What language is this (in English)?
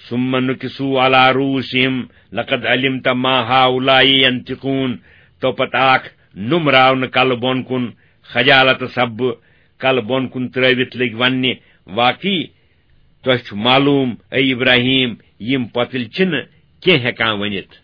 Kashmiri